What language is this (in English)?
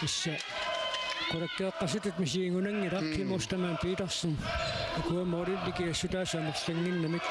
Kalaallisut